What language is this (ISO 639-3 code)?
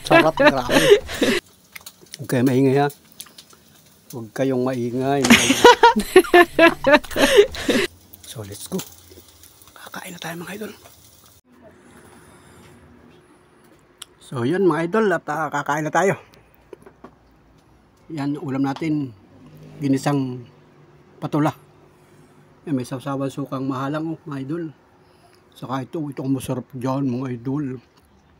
fil